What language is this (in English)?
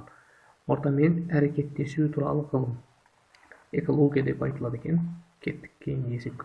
Kazakh